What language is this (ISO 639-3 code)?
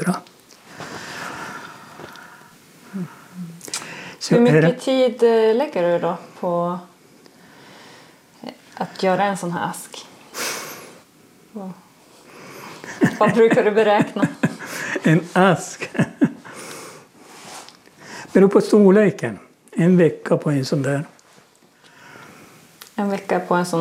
swe